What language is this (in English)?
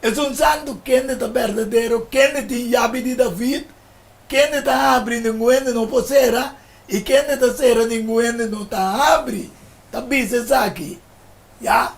Papiamento